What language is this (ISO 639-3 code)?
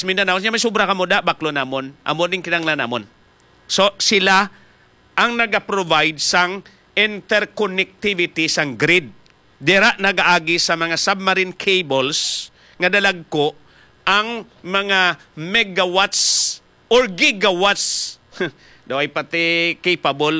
hil